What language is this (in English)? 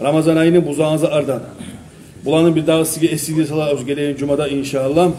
Kumyk